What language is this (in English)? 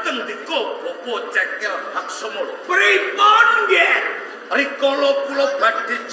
Javanese